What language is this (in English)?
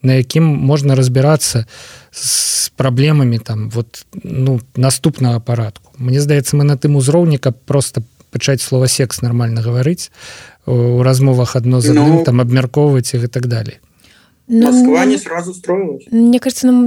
Belarusian